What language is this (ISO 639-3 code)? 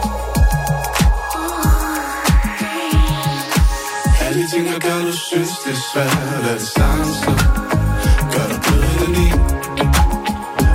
dan